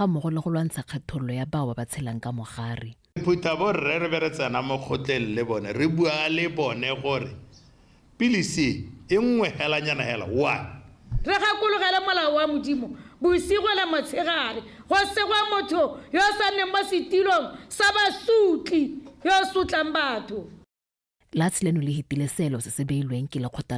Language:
Tswana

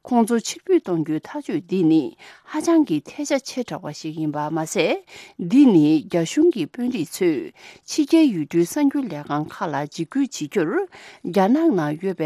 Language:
Tibetan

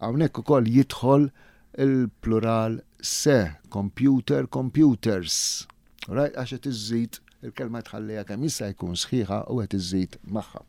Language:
Maltese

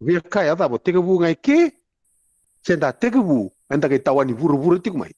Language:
Fijian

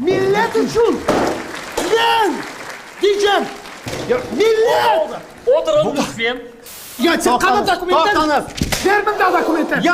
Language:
Crimean Tatar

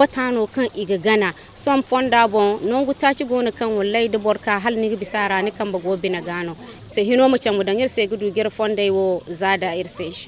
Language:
Zarma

